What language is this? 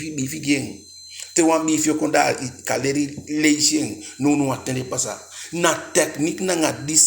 Eastern Maroon Creole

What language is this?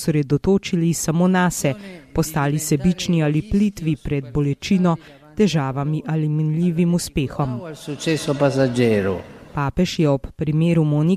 Slovenian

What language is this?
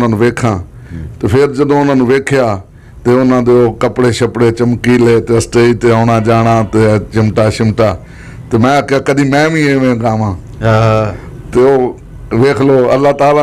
Western Panjabi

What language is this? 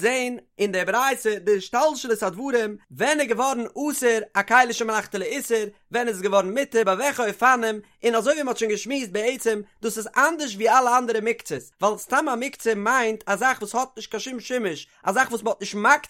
Yiddish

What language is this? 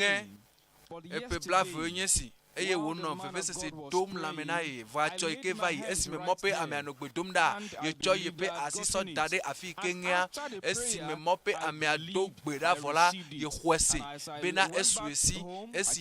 Ewe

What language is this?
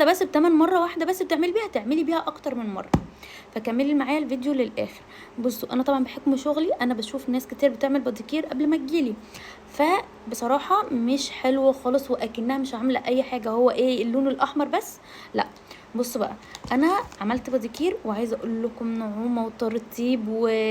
Egyptian Arabic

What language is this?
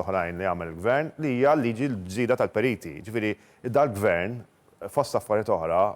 Maltese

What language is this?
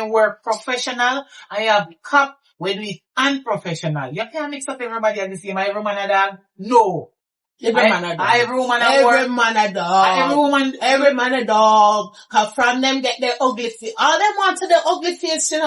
Jamaican Creole English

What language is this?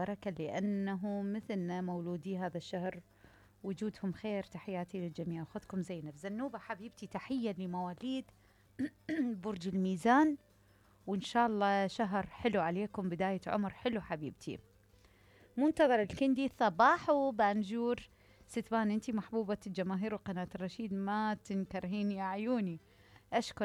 Mesopotamian Arabic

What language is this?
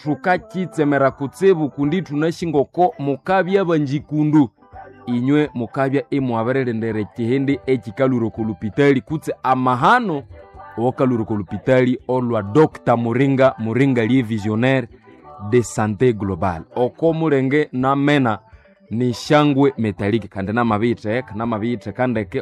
Nande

